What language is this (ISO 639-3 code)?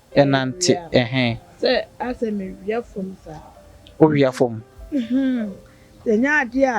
aka